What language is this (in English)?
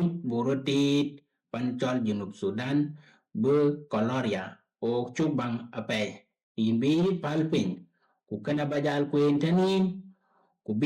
Dinka